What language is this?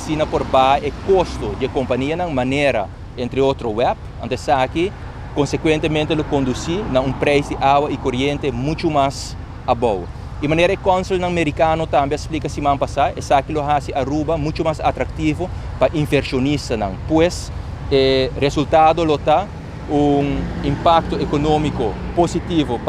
Papiamento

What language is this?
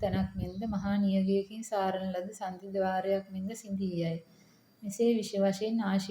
Sinhala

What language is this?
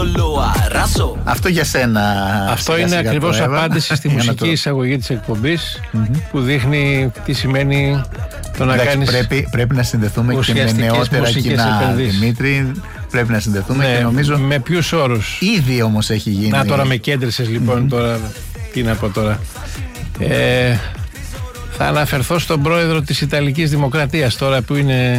Greek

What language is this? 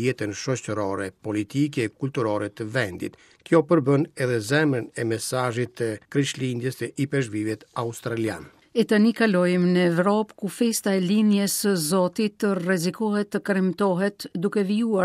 Albanian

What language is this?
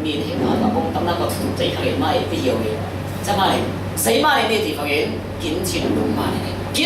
Falam Chin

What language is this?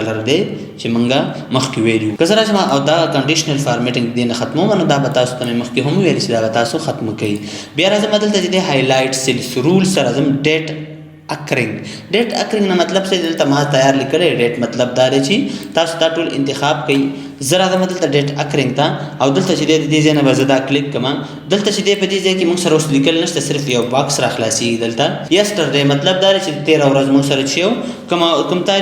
Pashto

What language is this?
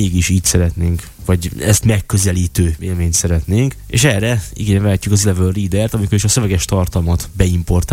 Hungarian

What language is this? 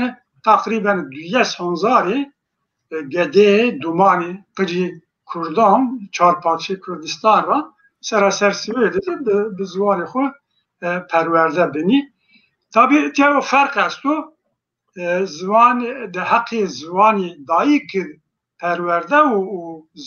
Zaza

